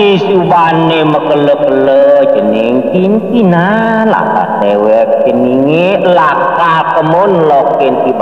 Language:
Balinese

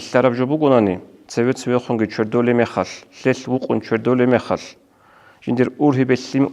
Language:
Avaric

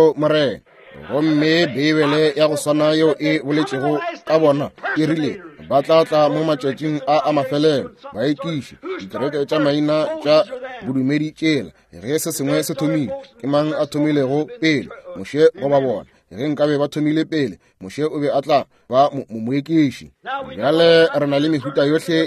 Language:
Northern Sotho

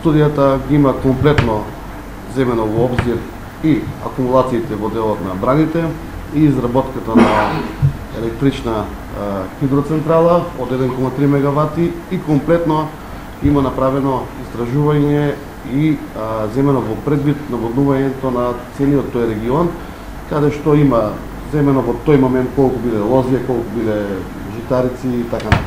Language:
Macedonian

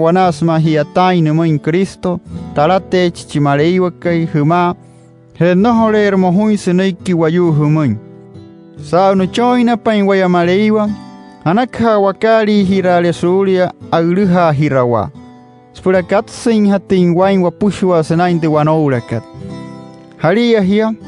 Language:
Wayuu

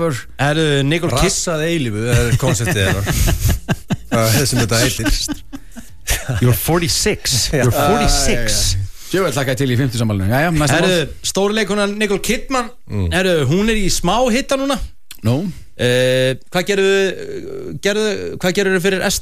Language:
Icelandic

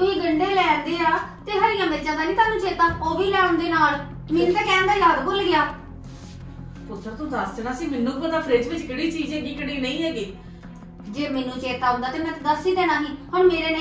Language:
Punjabi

